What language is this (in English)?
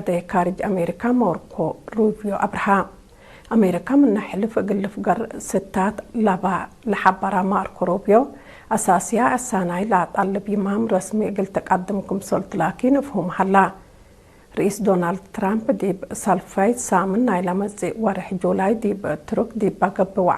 Tigre